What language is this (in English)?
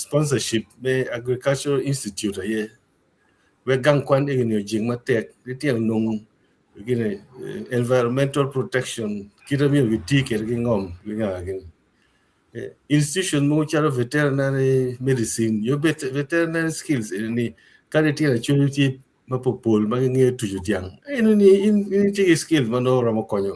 Acoli